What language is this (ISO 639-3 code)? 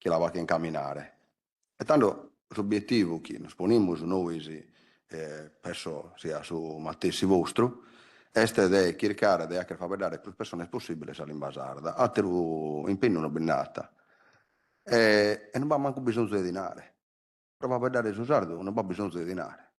srd